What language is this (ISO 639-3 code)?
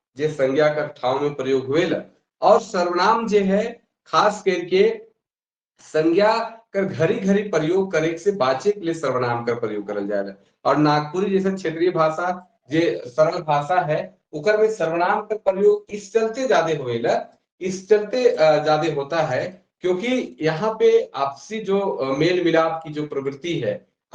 sck